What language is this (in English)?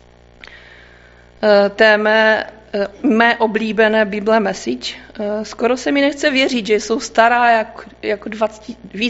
Czech